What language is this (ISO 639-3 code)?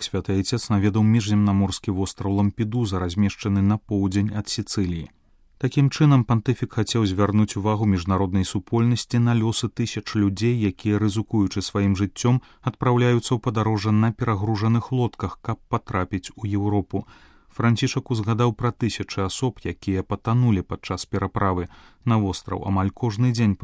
bel